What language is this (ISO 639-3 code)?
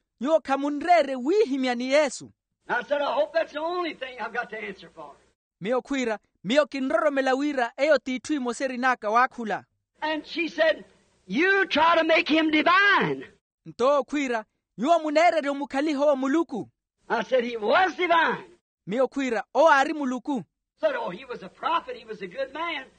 vmw